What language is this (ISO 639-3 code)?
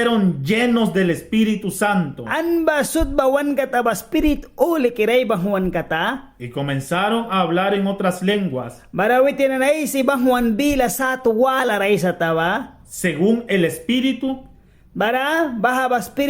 miq